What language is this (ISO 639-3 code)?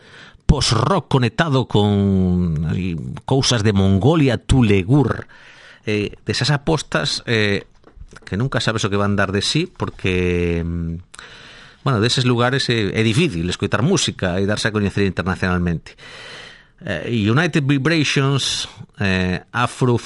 glg